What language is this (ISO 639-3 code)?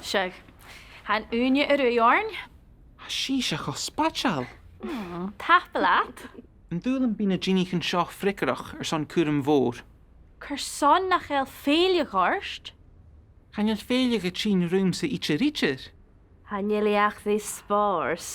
gla